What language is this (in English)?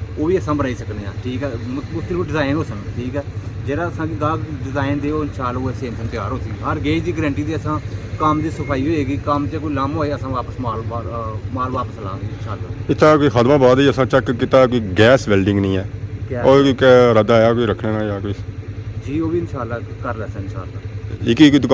Pahari-Potwari